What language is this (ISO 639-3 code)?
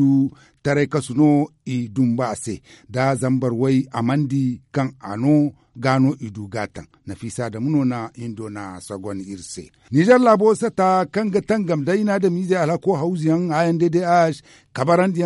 dje